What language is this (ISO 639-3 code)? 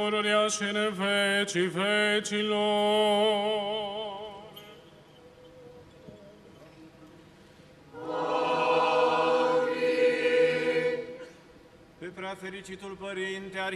ron